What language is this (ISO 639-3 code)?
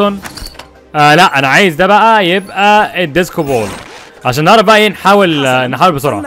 arz